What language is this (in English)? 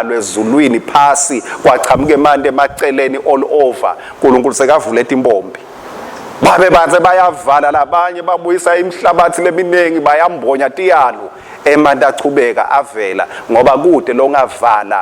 Swati